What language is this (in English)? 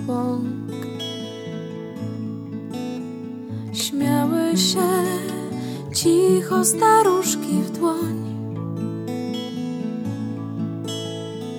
Polish